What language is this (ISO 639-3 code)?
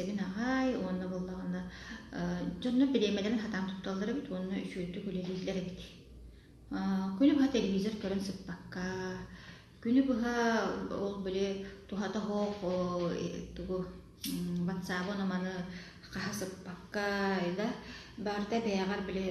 sah